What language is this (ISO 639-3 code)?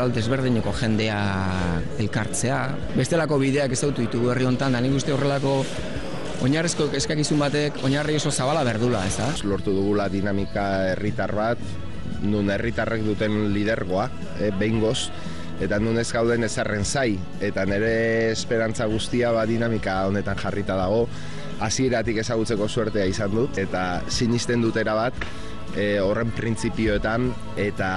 eus